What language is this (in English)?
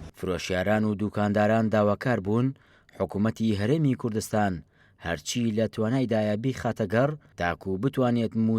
Central Kurdish